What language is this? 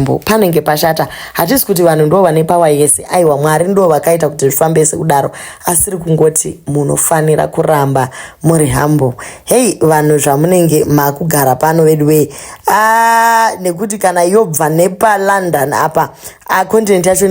Shona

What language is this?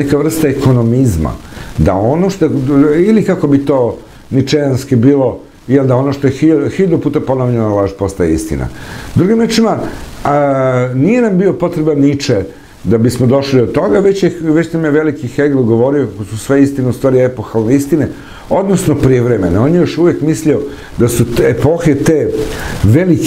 Serbian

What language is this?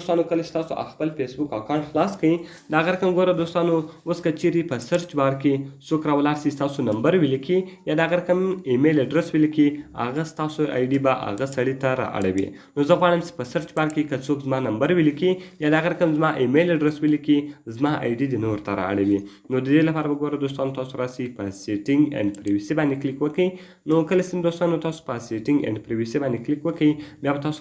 Pashto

